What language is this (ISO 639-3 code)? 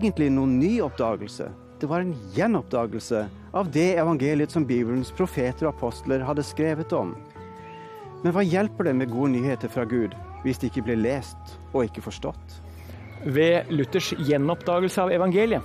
nor